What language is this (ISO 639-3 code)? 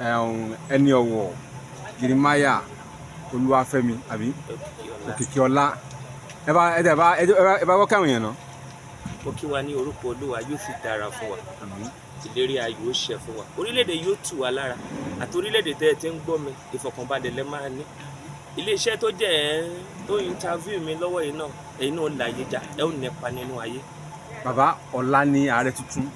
yor